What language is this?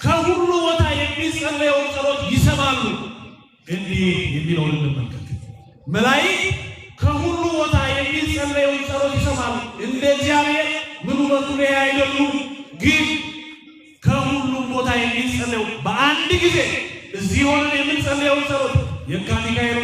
Amharic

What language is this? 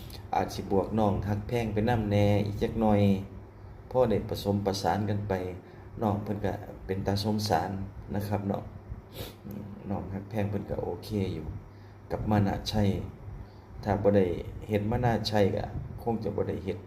Northeastern Thai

